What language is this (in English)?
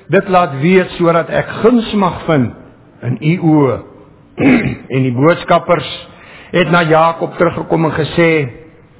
Afrikaans